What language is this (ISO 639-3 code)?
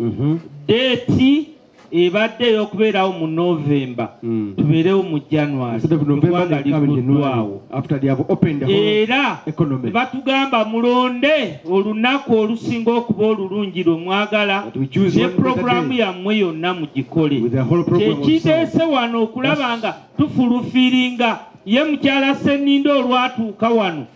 lug